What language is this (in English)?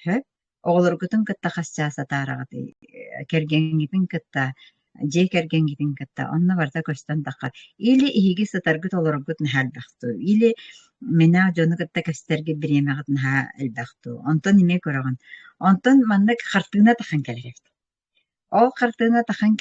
Yakut